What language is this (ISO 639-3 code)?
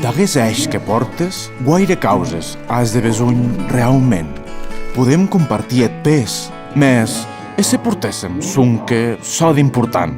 oci